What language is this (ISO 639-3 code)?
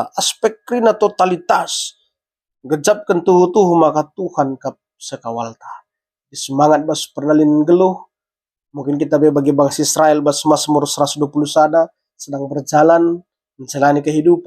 btx